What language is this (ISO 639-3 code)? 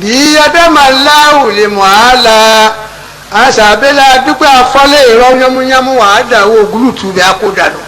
yor